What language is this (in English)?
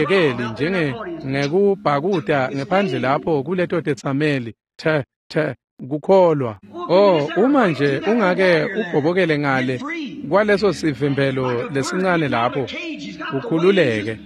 Swati